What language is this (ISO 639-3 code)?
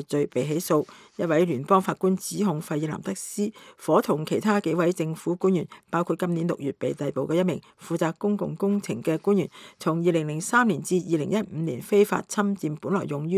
yue